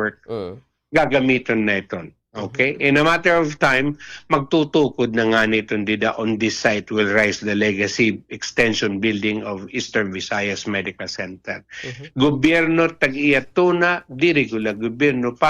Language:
Waray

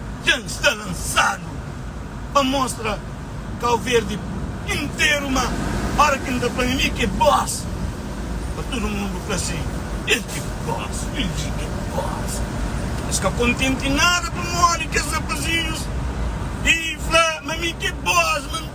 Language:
Kabuverdianu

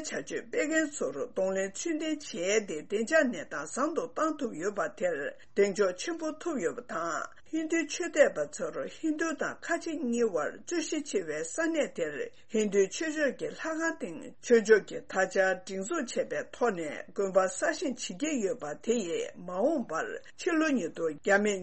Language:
Tibetan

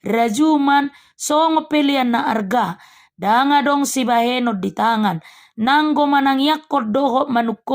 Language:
Batak Toba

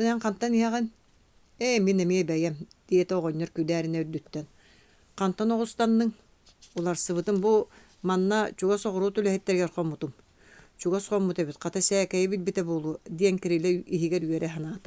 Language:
Yakut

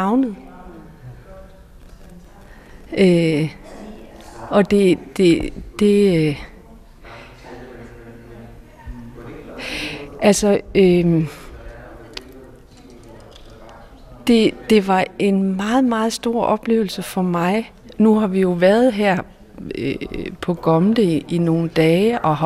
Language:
Danish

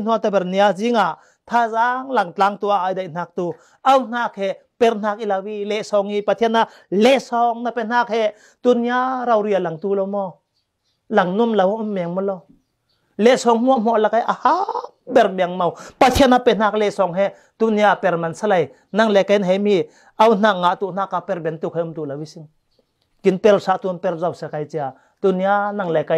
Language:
Falam Chin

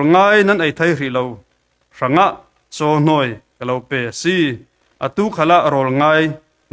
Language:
Falam Chin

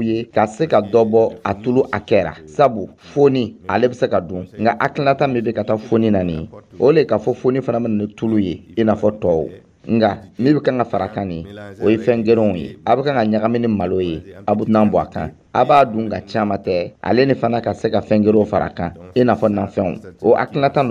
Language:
Dyula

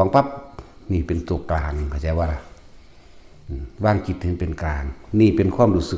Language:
Lao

